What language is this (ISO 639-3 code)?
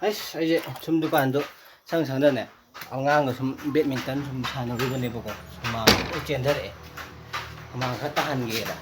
mni